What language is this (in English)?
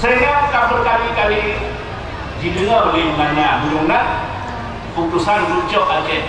Achinese